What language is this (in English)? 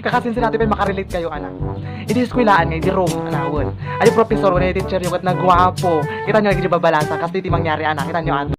Iloko